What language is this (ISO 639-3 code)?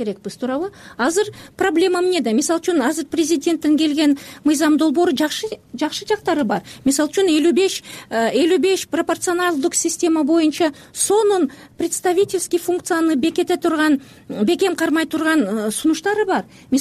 kir